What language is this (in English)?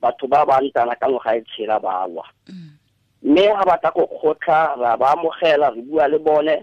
Tswana